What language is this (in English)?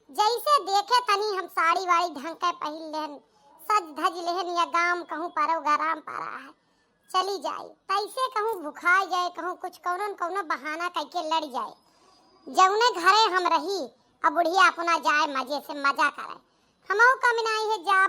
Awadhi